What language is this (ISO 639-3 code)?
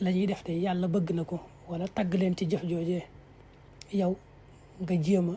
wol